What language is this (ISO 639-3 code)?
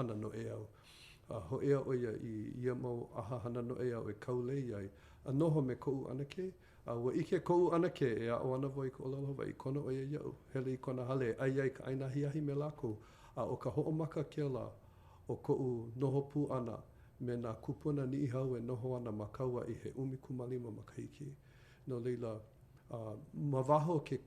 haw